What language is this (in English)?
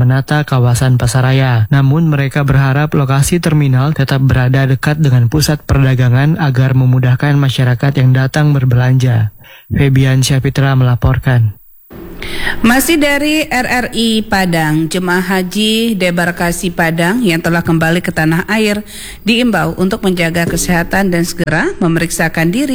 Indonesian